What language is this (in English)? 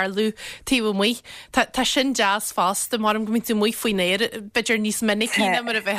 Irish